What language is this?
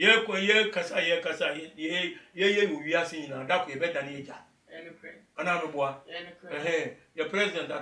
Akan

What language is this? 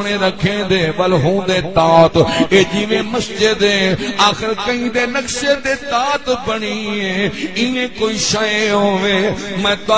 Saraiki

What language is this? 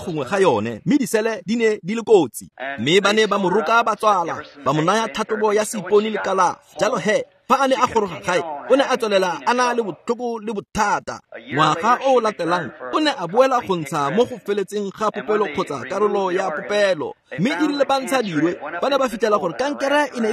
Tswana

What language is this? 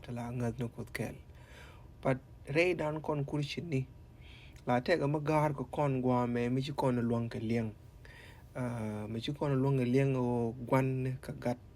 Nuer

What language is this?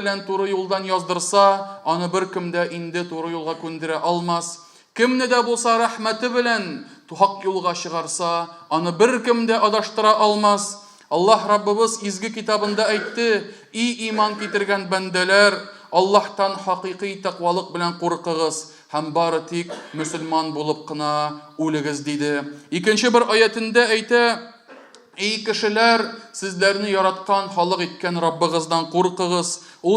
Tatar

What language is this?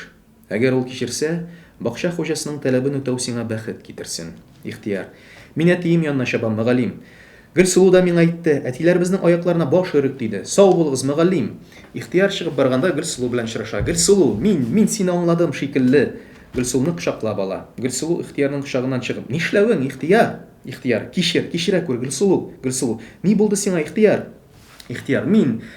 Tatar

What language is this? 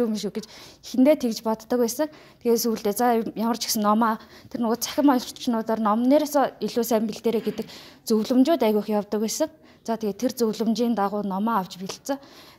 Mongolian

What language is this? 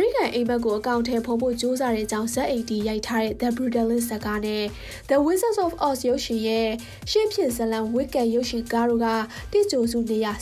Burmese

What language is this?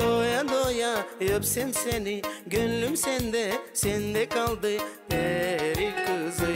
Gagauz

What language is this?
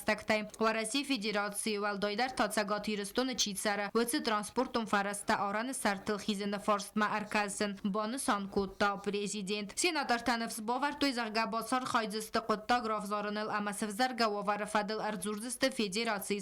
Ossetic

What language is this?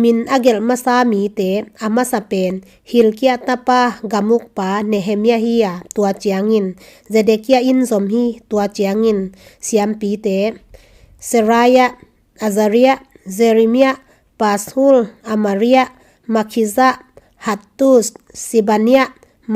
Tedim Chin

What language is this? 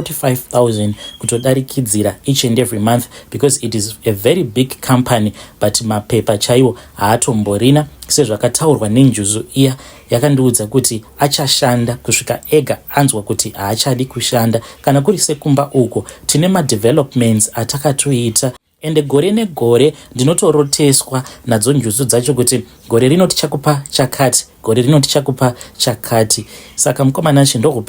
Shona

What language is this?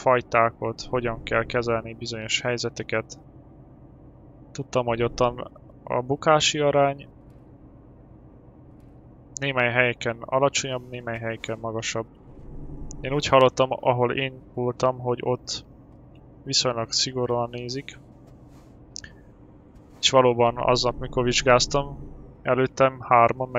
Hungarian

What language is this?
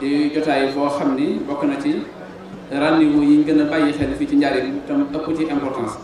Wolof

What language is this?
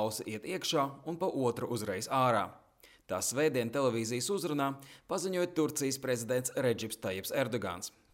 Latvian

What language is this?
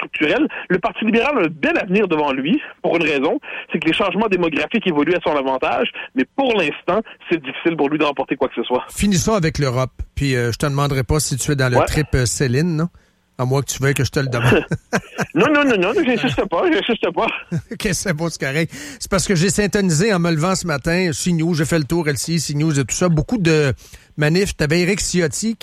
French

